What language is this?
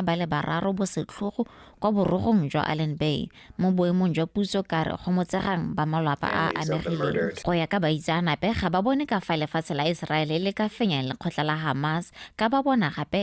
Tswana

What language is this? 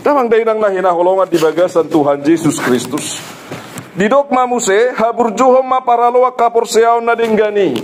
Batak Toba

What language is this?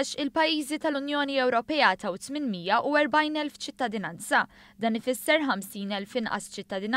Maltese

